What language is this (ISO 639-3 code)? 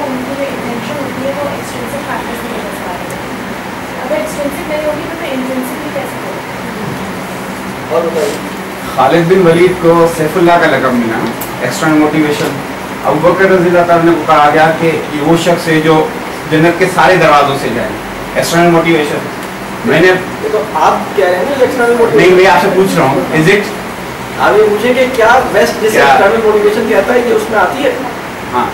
urd